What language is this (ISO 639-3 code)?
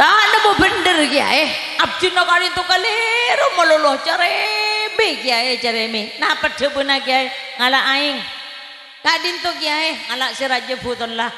mad